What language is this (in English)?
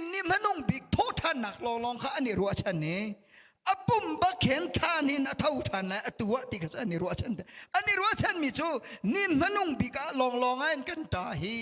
Hakha Chin